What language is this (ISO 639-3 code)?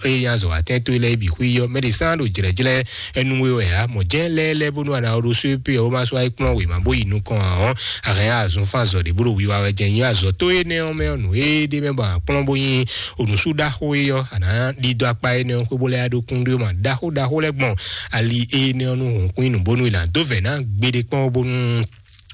fon